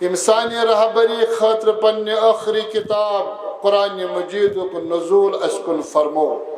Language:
Kashmiri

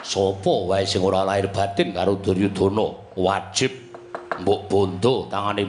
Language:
Javanese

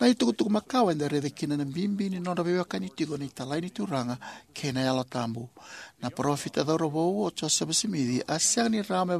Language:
Fijian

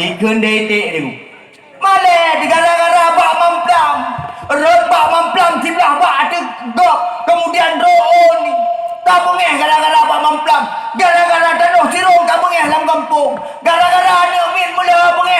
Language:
Achinese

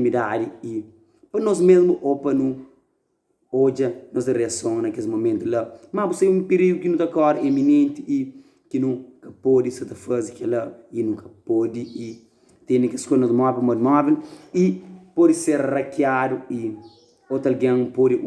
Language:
Kabuverdianu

